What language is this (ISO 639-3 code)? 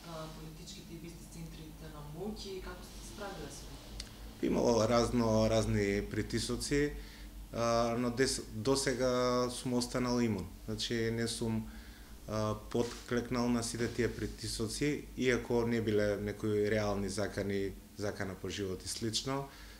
mkd